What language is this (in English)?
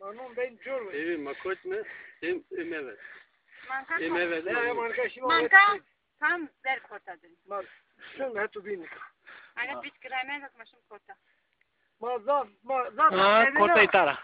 Zaza